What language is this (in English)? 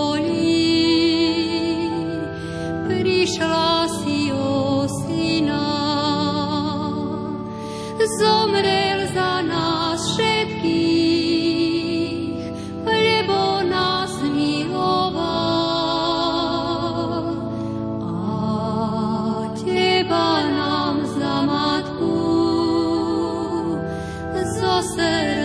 Slovak